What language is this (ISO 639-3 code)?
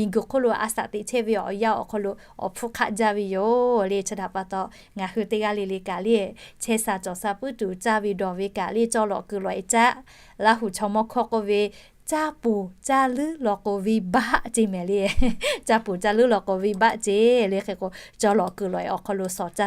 lhu